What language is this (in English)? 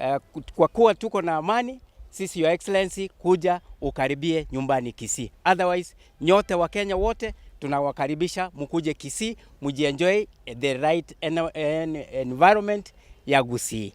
Gusii